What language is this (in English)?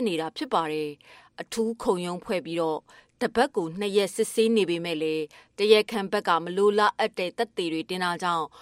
Burmese